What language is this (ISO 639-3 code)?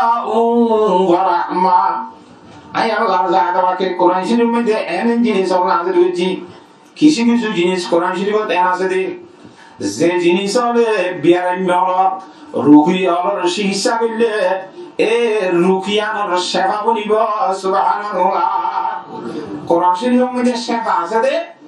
rhg